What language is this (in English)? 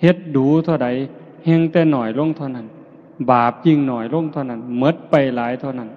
Northeastern Thai